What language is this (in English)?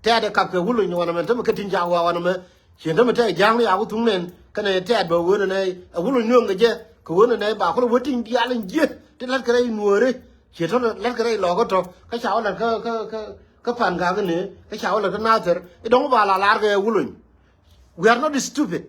Nuer